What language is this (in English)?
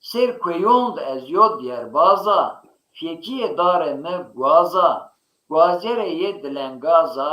Zaza